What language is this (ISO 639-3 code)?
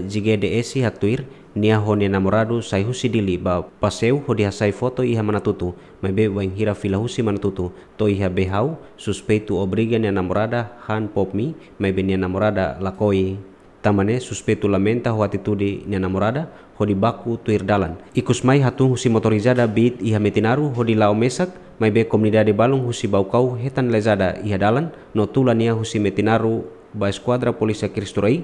tet